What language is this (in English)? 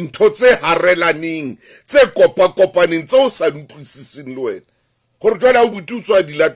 Southern Sotho